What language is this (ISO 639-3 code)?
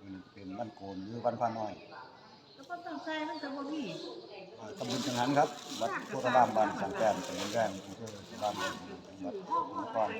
tts